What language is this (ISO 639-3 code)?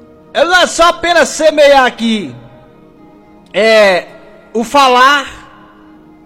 por